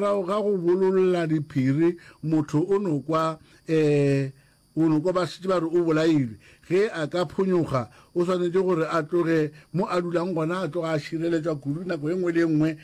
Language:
Northern Sotho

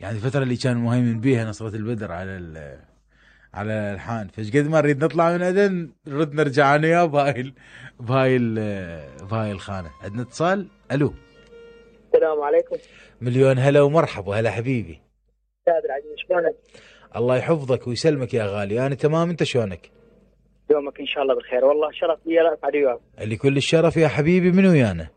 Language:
Mesopotamian Arabic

